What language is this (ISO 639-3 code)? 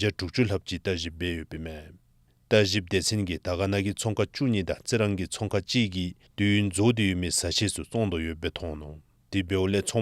dzo